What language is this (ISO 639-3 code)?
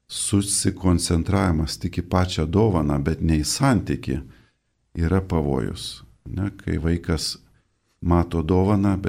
lit